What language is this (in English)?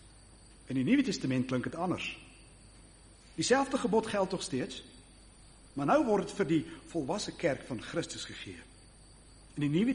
Afrikaans